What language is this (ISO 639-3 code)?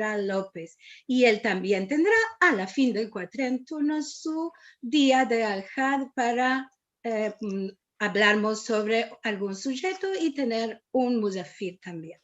lad